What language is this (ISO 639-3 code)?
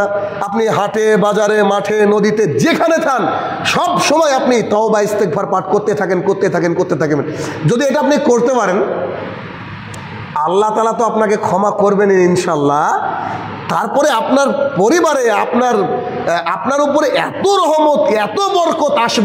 ben